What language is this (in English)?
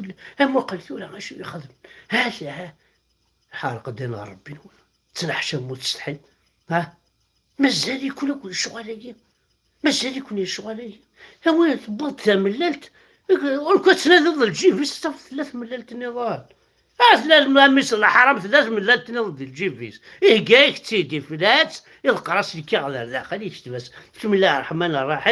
Kabyle